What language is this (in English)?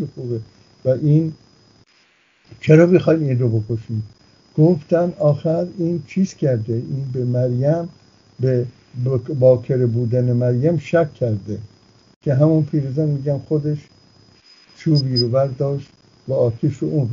Persian